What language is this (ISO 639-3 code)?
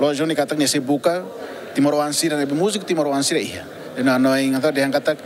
tet